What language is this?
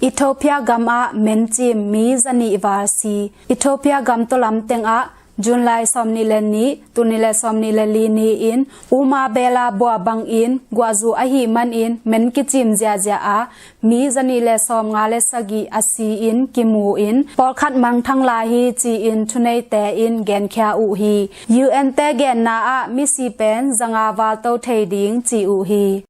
Tedim Chin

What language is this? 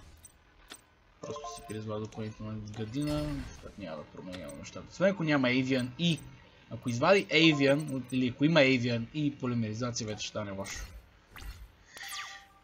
Bulgarian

